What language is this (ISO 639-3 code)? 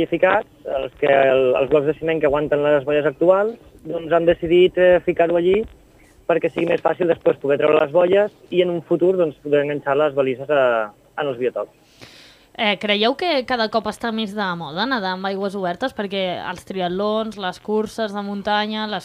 cat